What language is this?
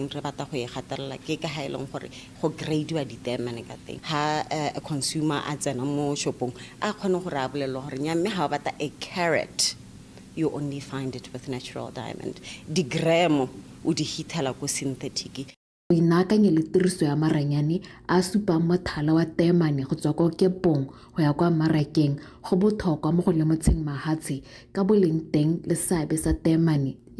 Tswana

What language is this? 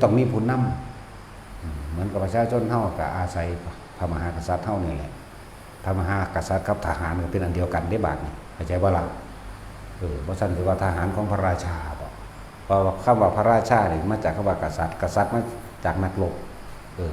Northeastern Thai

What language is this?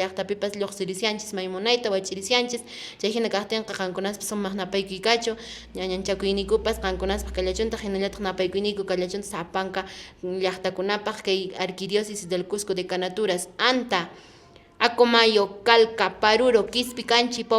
Quechua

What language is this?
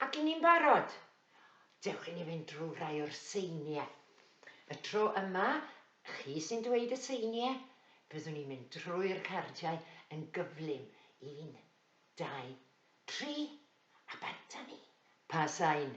Welsh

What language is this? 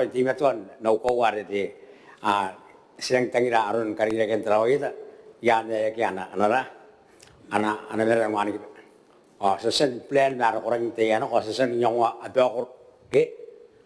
Gilbertese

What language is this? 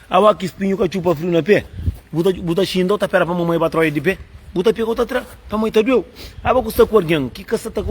Kabuverdianu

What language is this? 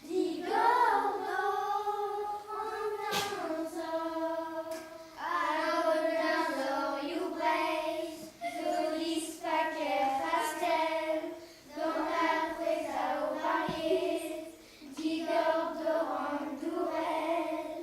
Breton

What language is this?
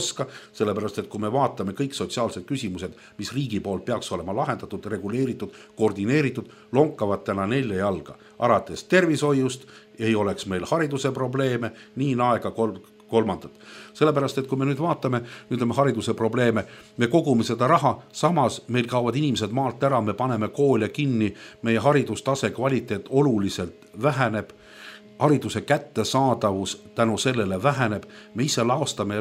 Estonian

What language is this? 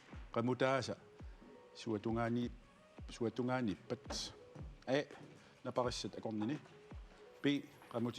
Kalaallisut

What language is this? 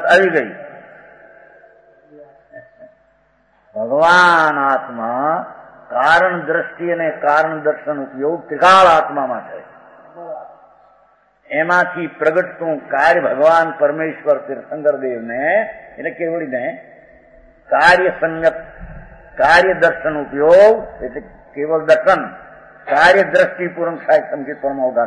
Gujarati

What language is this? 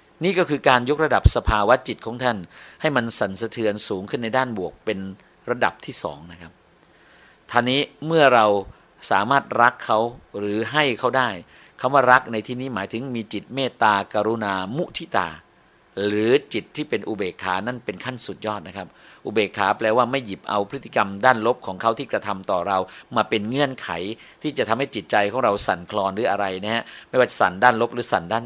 Thai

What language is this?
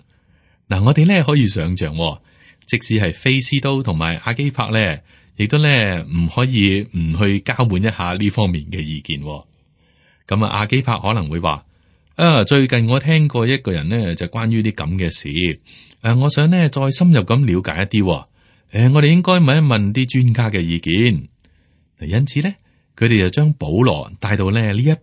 Cantonese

